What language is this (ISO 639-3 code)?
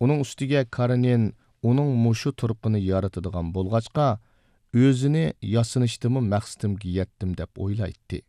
uig